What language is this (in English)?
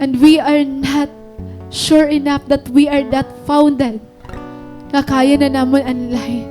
Waray